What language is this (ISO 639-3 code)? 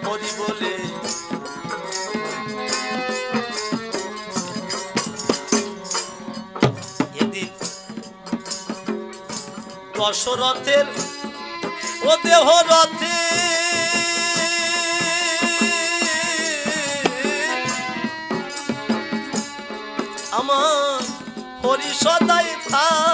ben